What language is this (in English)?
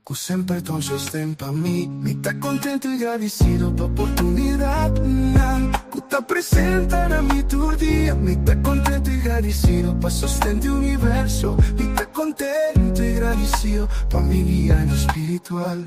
Papiamento